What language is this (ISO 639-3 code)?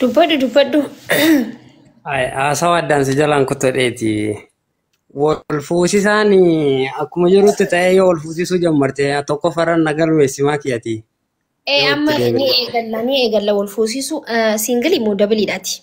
orm